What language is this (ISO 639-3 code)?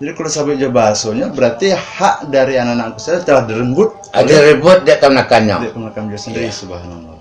min